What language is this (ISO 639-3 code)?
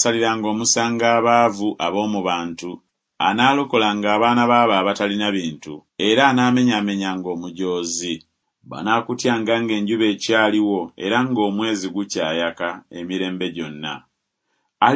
lug